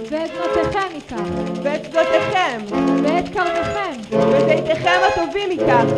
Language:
Hebrew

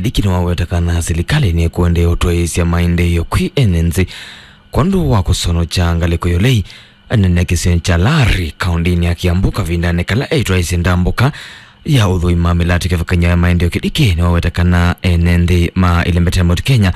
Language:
Kamba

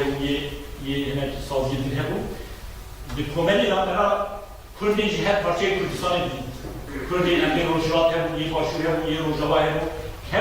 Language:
Kurdish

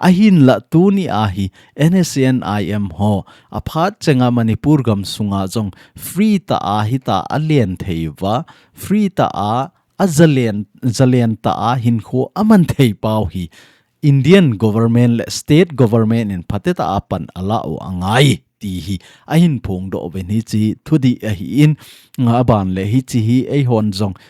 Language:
Thado Chin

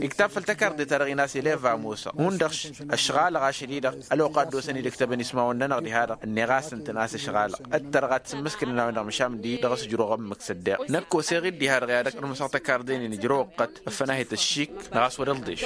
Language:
Tamasheq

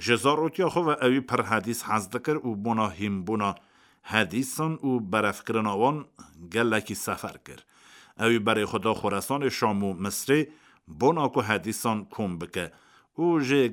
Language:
Kurdish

